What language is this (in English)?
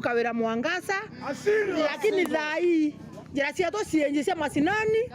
Meru